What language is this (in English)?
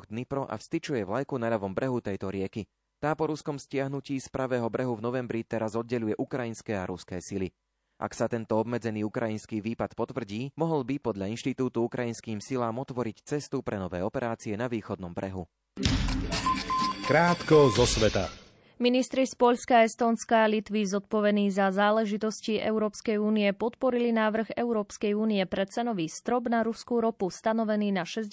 Slovak